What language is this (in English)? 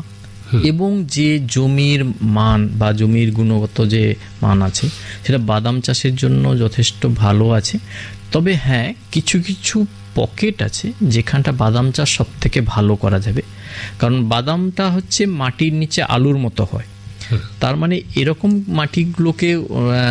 Bangla